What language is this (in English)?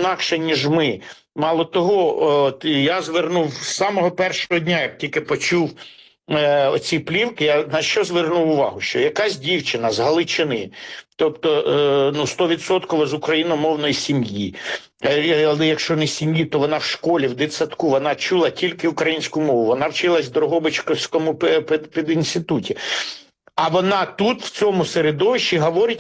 Ukrainian